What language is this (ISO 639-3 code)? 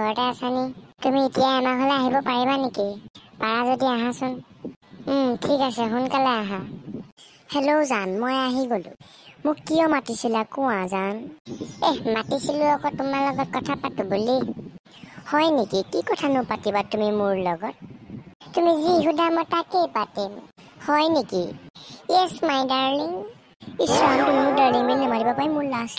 asm